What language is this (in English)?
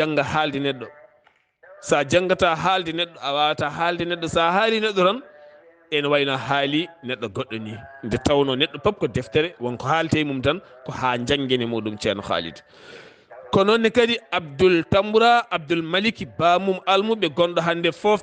Fula